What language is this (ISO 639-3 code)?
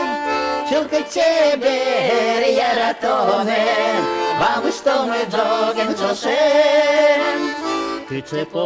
udm